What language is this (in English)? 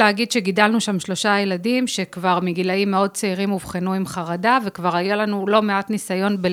Hebrew